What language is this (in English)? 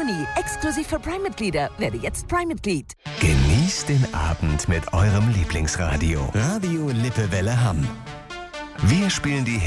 German